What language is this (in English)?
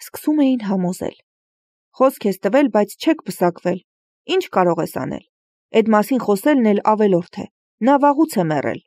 Armenian